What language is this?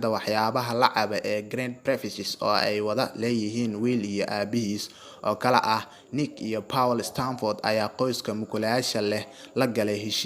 Somali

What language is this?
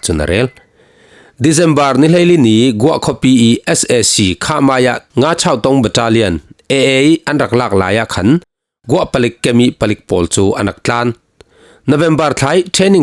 Falam Chin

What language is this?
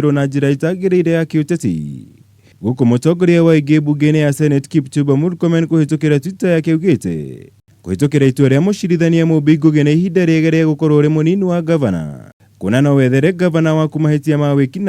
Kikuyu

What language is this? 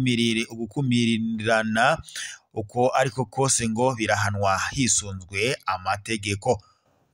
Rundi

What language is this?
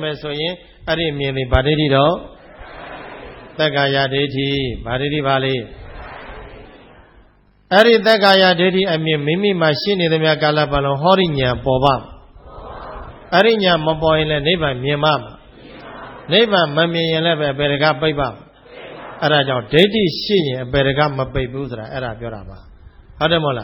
Burmese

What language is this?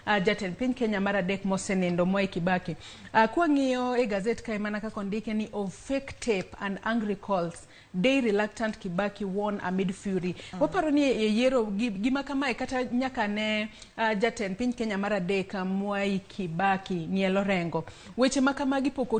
Luo (Kenya and Tanzania)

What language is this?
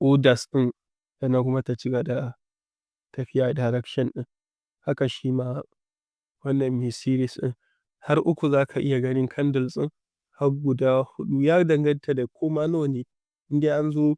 Hausa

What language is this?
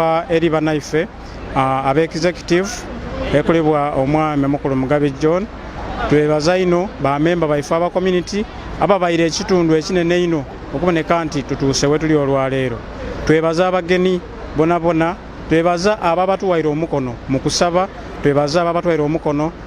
Soga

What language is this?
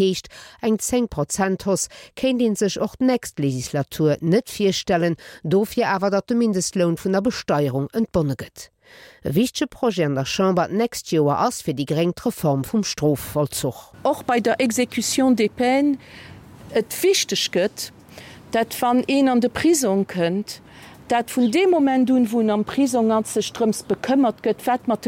Luxembourgish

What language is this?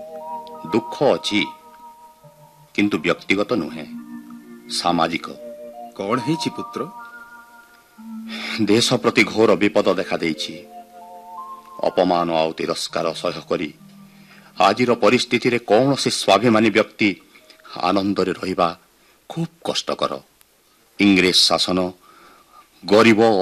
Odia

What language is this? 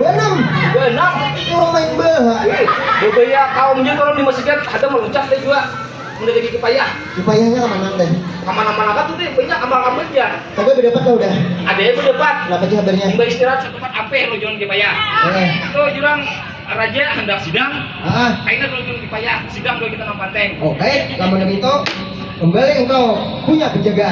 Banjar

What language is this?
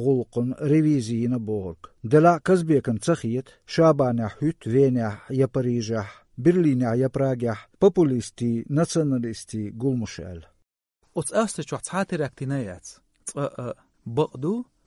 Chechen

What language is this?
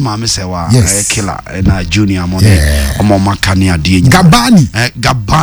Akan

